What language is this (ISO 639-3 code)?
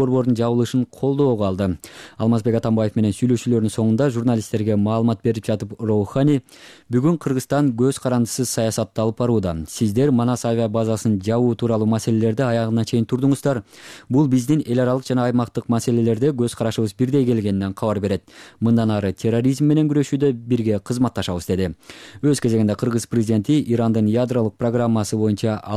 kir